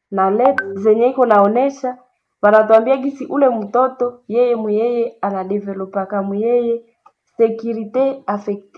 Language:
Swahili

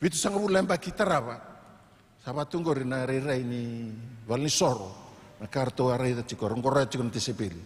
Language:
Fijian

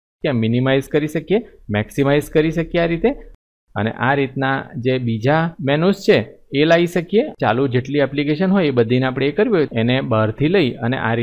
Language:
Gujarati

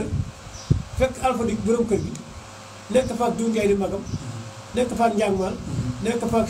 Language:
Wolof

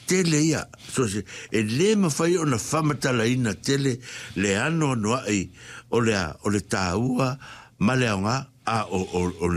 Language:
Samoan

